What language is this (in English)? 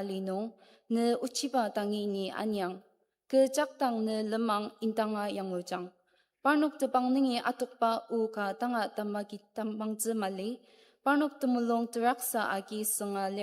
Ao Naga